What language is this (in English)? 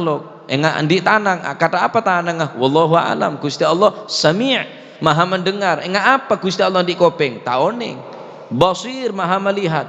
Madurese